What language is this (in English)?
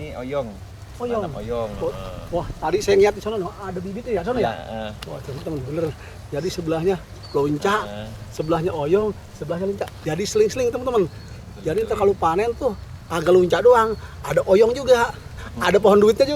Betawi